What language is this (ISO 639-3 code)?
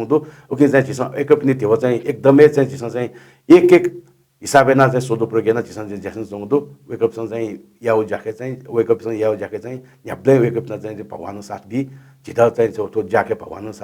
new